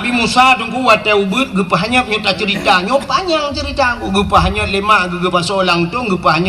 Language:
Achinese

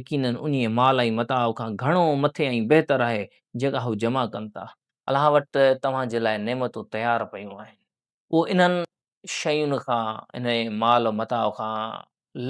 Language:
Sindhi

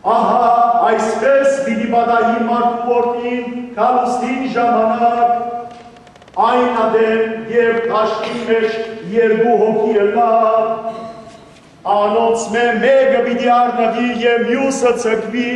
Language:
Western Armenian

